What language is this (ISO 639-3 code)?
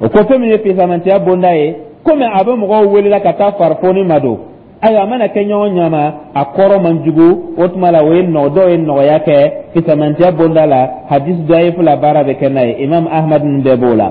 dyu